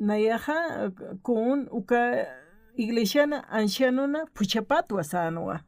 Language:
Aymara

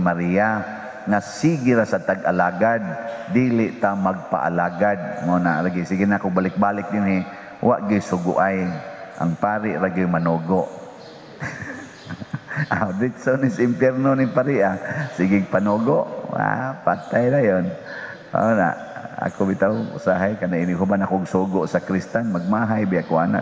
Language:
Cebuano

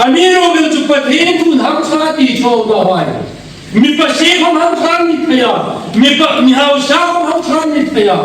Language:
Hmar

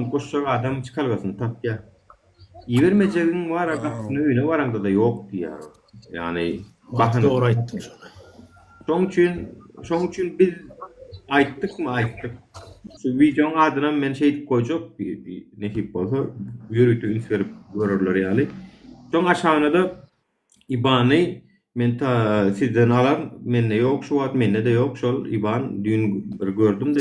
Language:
Turkmen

